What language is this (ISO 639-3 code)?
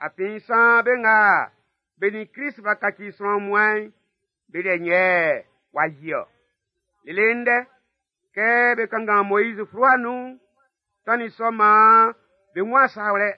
bci